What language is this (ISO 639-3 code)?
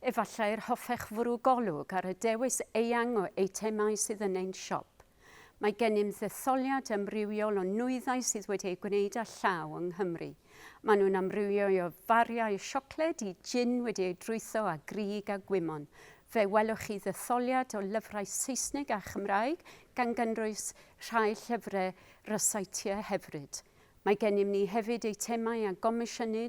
cym